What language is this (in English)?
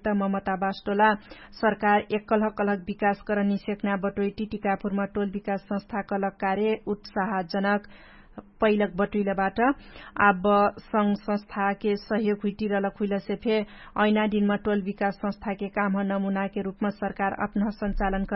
Dangaura Tharu